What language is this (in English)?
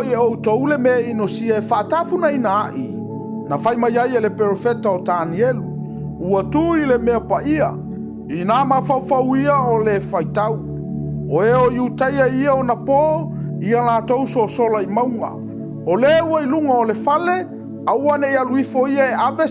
Samoan